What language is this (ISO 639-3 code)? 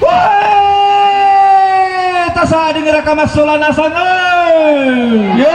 sda